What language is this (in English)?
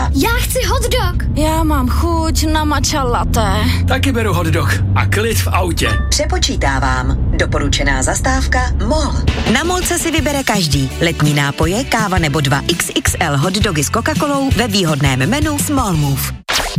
Czech